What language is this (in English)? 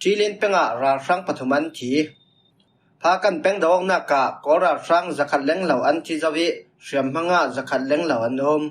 Falam Chin